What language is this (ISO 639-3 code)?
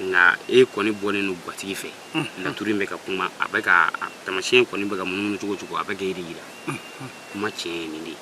bam